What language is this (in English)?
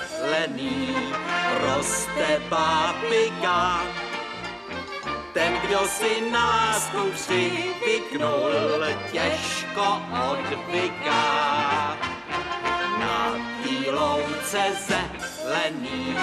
Czech